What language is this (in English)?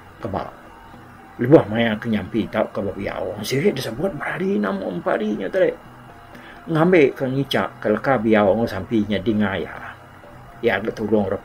Iban